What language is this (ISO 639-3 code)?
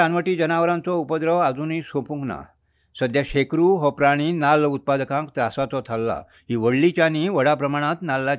kok